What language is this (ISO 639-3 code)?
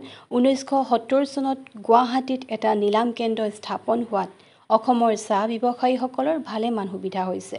asm